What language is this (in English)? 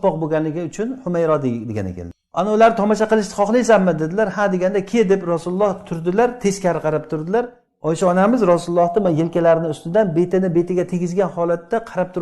Uzbek